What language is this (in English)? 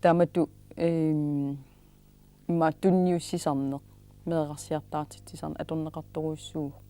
Kalaallisut